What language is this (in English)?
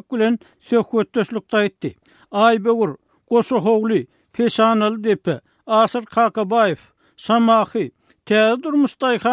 Turkmen